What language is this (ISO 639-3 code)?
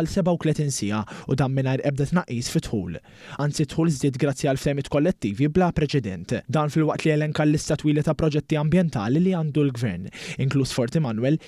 mlt